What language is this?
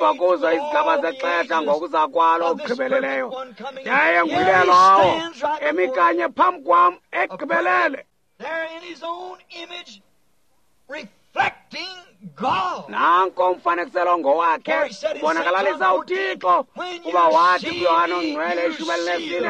Xhosa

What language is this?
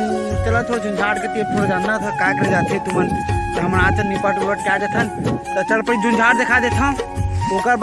Chhattisgarhi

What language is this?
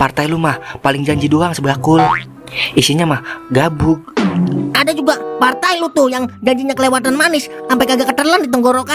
Betawi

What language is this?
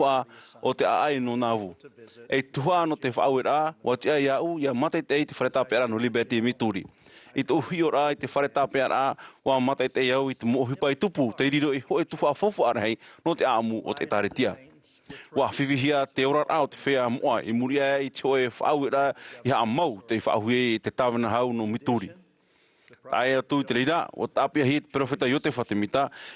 Tahitian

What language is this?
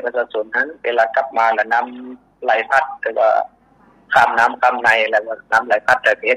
Lao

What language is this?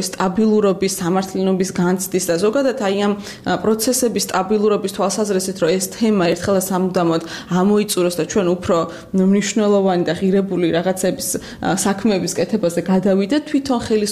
Georgian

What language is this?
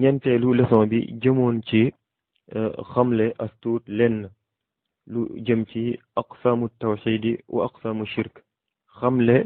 Wolof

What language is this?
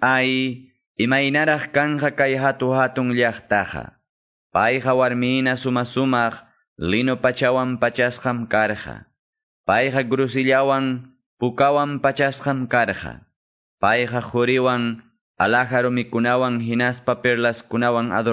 Quechua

